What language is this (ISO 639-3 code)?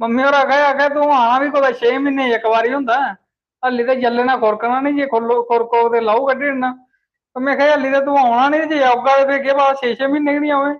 doi